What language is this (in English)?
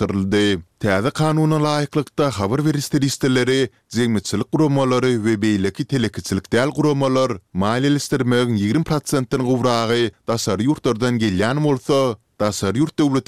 Turkmen